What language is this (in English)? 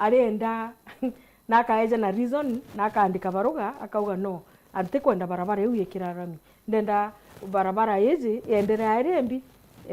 Meru